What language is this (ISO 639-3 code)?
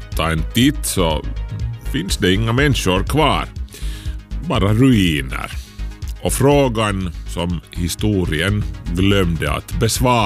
swe